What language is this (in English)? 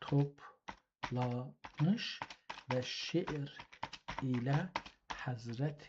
South Azerbaijani